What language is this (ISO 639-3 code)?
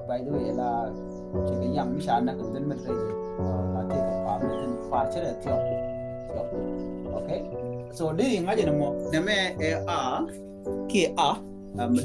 nus